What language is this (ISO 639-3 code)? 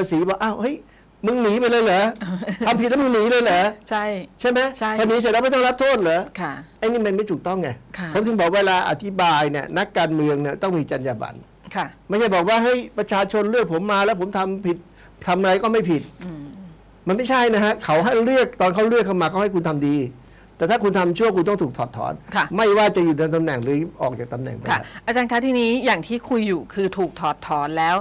tha